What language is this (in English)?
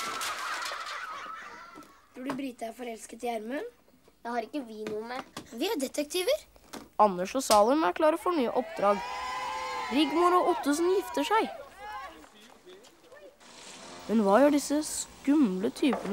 Norwegian